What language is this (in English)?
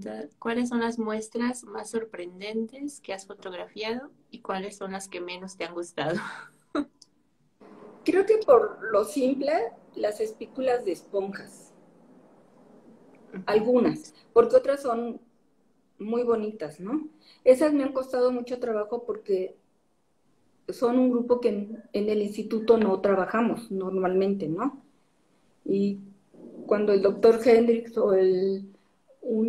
Spanish